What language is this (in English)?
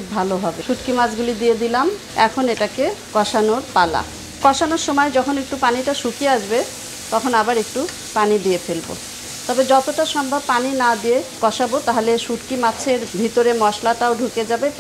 Bangla